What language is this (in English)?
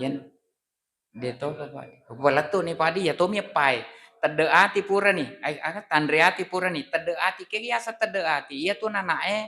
Buginese